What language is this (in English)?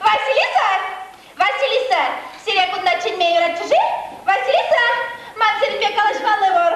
Chuvash